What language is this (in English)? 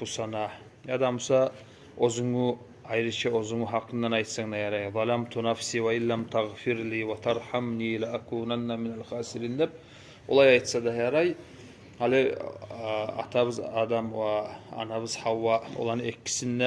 Kumyk